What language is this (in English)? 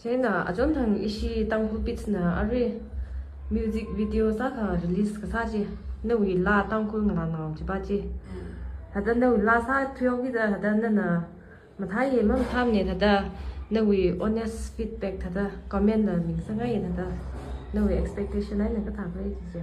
Tangkhul Naga (India)